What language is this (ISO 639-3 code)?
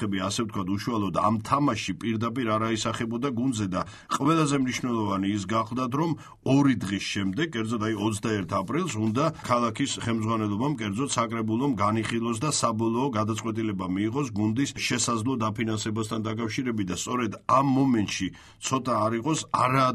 kat